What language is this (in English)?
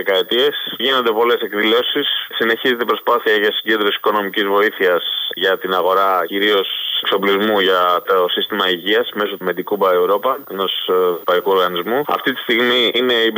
Greek